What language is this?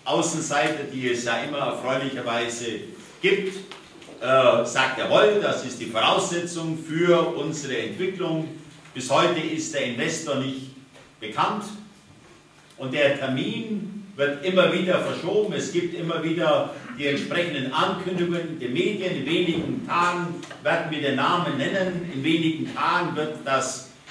German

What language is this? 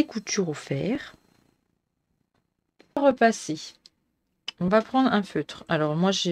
French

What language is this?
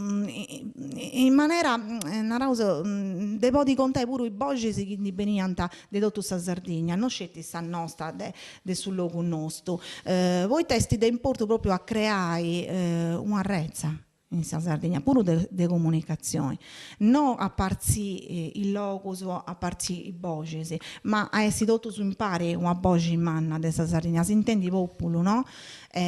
Sardinian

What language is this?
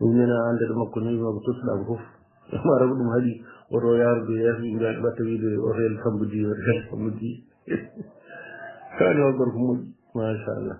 Fula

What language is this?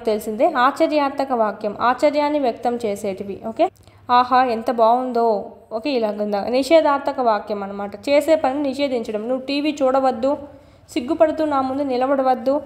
Telugu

